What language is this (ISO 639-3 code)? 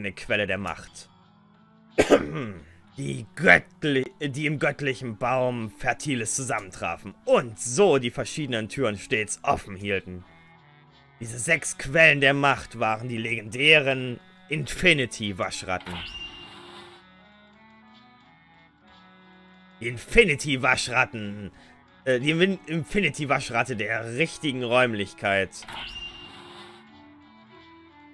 deu